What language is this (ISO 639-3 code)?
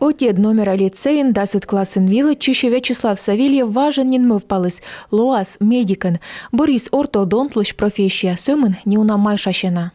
kom